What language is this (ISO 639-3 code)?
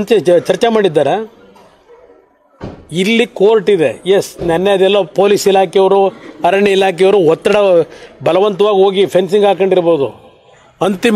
kan